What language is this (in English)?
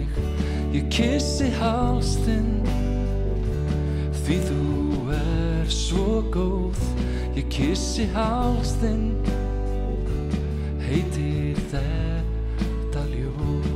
Icelandic